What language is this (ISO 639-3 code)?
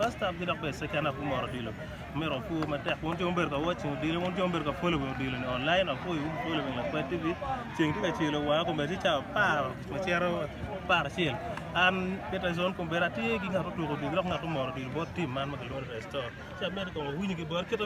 ach